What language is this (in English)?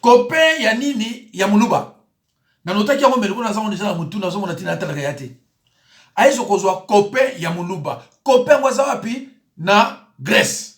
Lingala